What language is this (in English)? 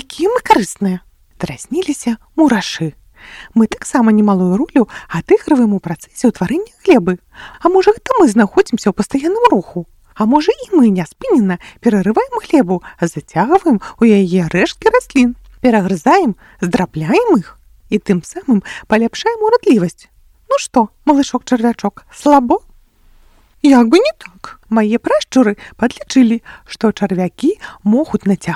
Belarusian